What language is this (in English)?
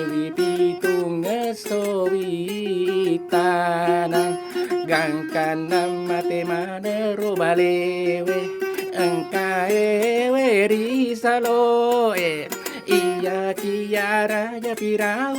Buginese